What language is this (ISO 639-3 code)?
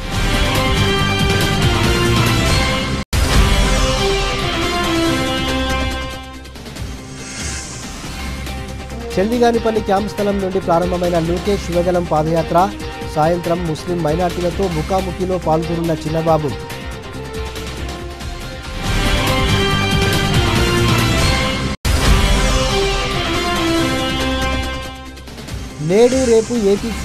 tel